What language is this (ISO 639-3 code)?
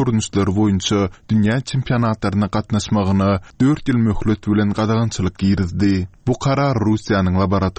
tuk